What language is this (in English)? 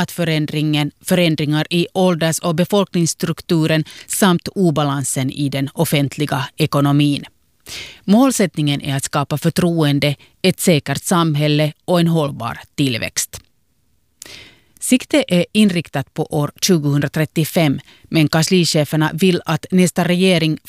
Swedish